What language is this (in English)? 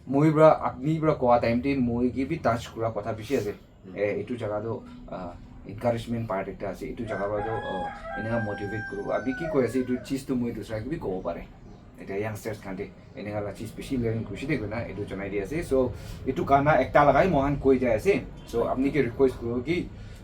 Naga Pidgin